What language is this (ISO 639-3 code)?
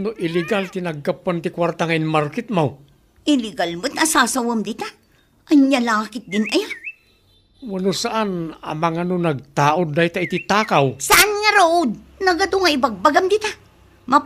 ilo